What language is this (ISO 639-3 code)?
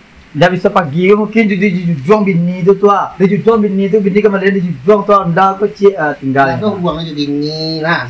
min